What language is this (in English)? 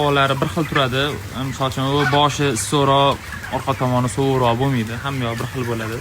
Uzbek